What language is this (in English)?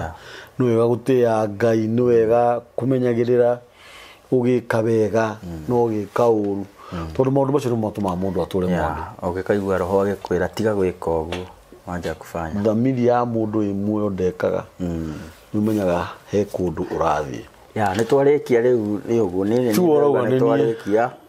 Kikuyu